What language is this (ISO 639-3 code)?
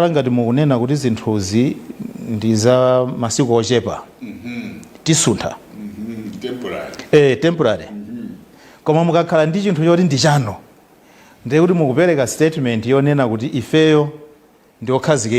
nya